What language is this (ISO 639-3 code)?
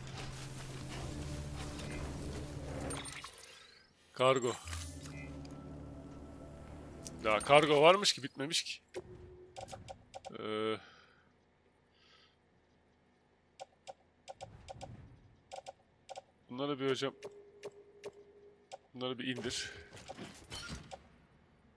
tur